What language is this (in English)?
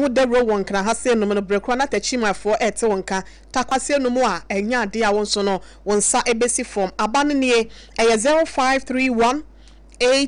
Akan